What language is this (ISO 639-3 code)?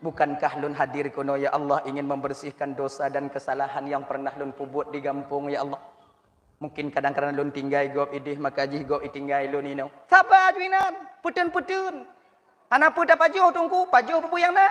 ace